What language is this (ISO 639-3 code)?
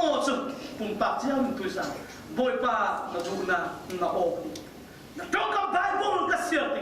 cfm